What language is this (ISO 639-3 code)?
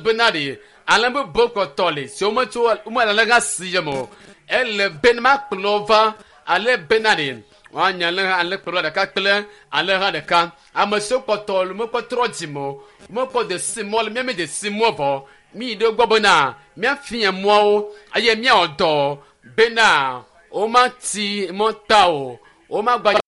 ewe